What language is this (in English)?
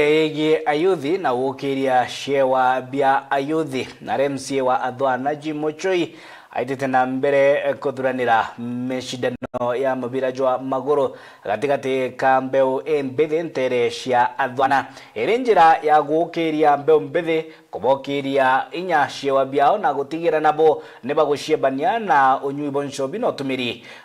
Meru